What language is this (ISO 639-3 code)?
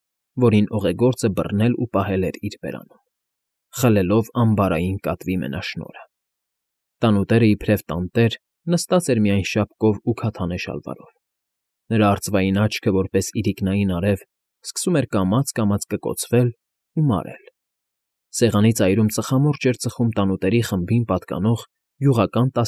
hye